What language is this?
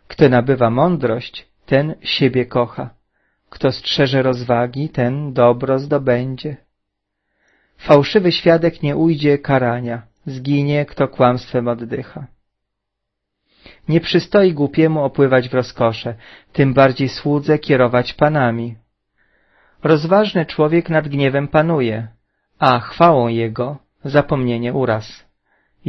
Polish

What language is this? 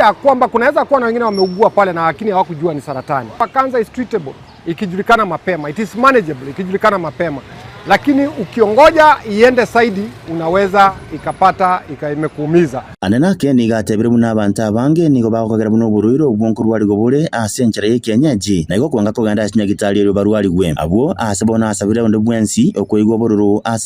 Gusii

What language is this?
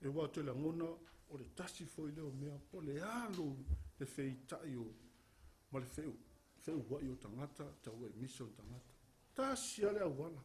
Samoan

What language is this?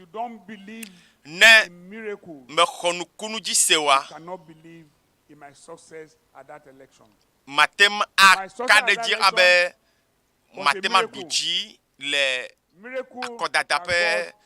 Ewe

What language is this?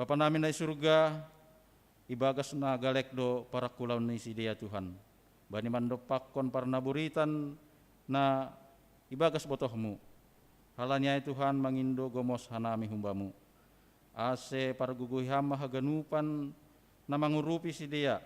Batak Simalungun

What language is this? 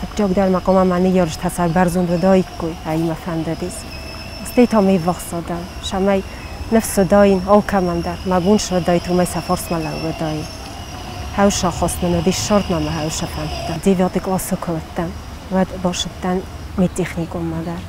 Ossetic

